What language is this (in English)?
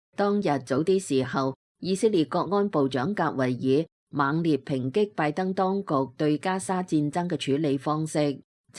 Cantonese